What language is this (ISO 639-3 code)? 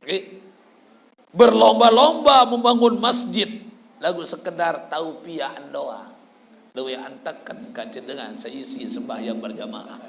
sas